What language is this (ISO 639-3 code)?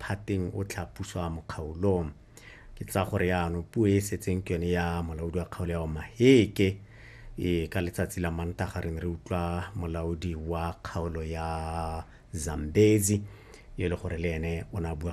tsn